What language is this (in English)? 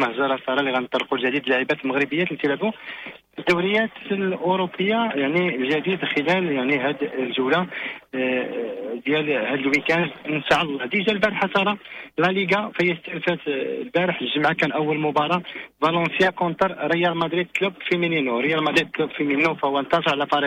Moroccan Arabic